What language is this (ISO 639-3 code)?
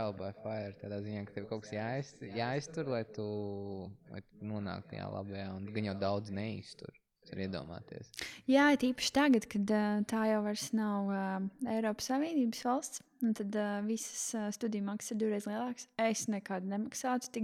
lav